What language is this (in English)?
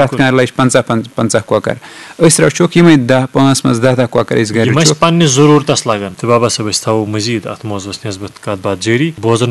Kashmiri